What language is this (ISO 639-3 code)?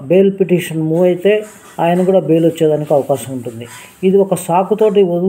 tel